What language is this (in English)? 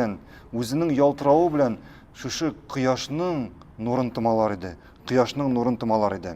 Tatar